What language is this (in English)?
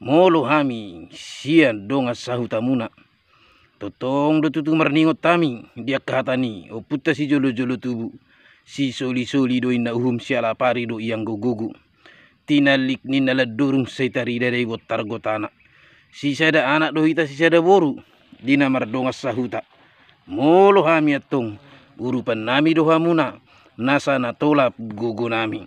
Batak Toba